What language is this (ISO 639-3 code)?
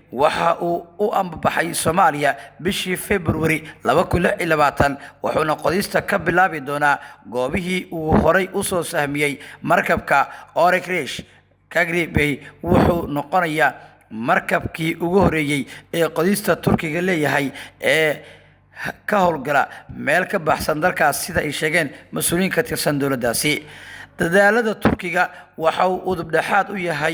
som